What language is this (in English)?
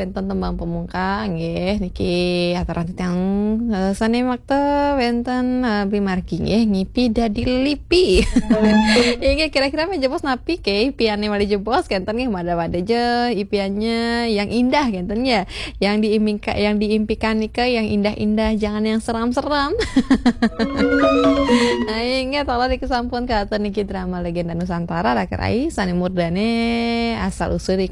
Balinese